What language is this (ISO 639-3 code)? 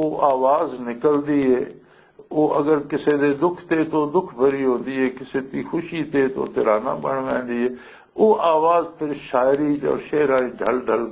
lah